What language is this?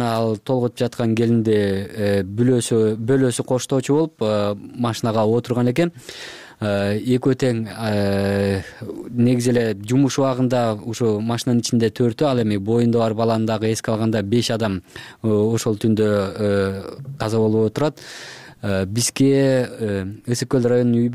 Kyrgyz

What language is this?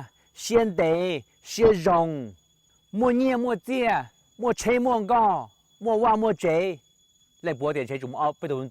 Hmong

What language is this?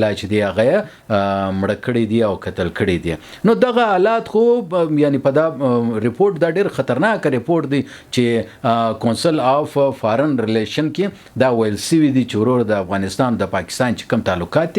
Pashto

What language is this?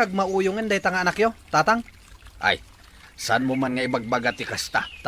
Iloko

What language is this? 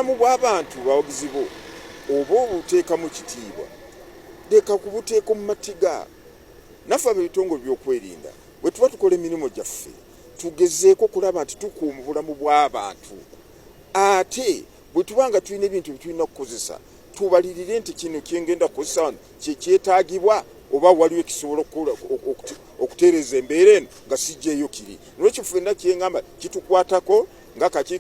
Ganda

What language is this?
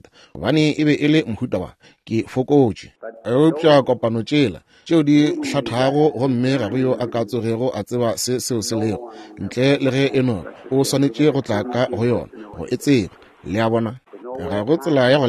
Northern Sotho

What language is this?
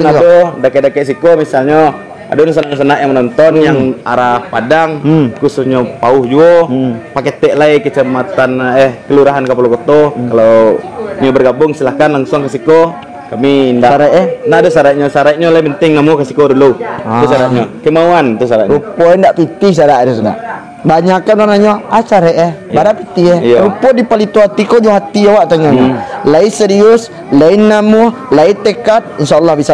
Minangkabau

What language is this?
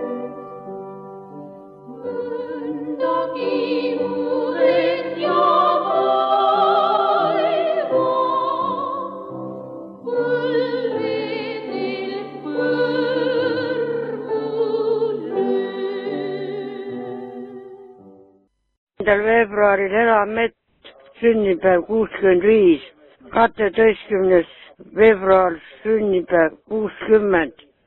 Estonian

